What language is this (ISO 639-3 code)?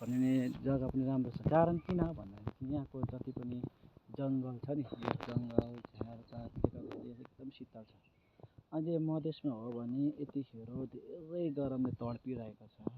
nep